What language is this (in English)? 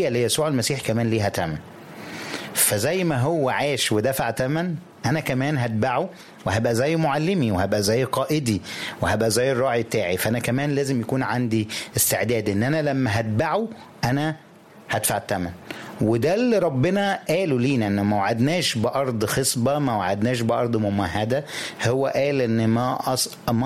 Egyptian Arabic